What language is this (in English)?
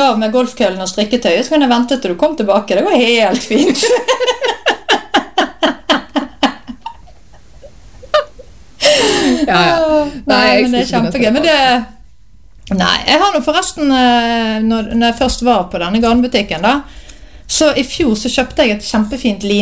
Norwegian